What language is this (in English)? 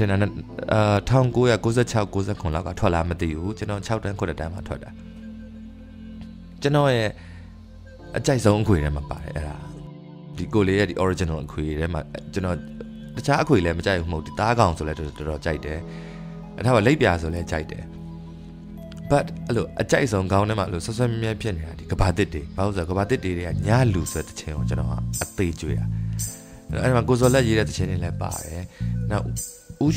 Burmese